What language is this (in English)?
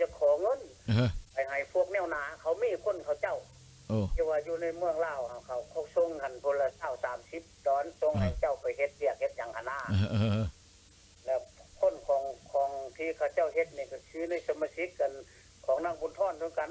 Lao